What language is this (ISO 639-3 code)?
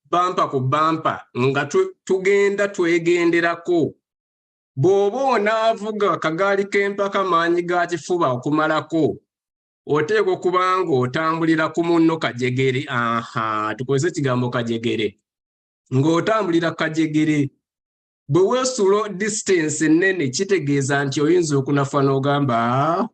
lug